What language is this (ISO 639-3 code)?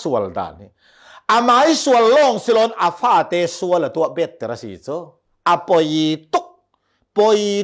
cfm